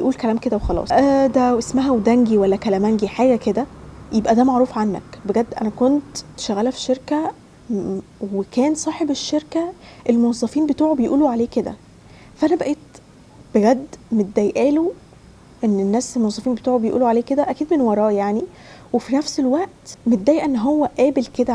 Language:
Egyptian Arabic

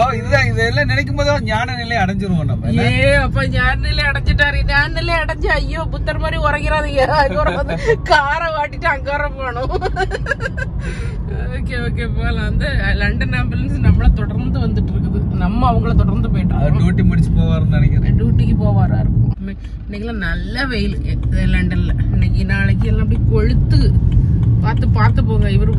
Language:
Tamil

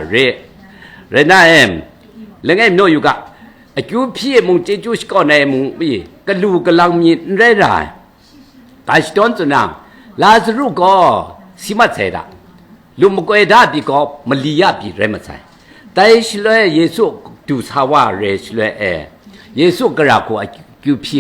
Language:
Kachin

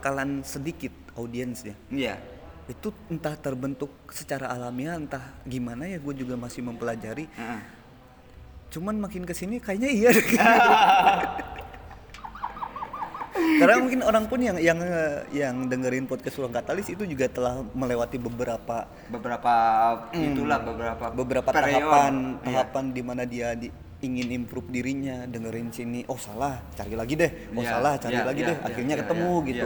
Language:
Indonesian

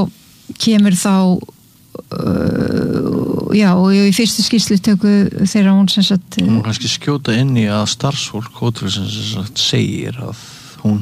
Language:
Icelandic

